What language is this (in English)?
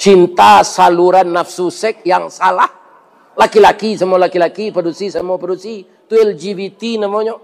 Minangkabau